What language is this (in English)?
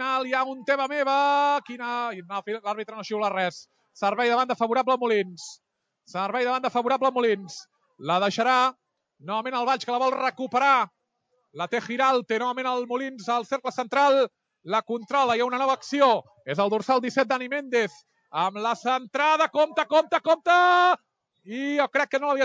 Catalan